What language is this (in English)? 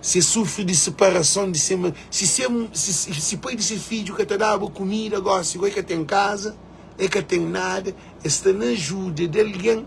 Kabuverdianu